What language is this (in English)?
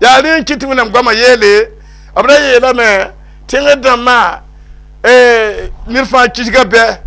Mossi